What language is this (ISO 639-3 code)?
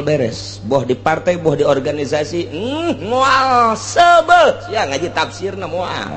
sun